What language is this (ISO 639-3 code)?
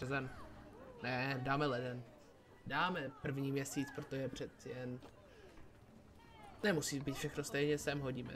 ces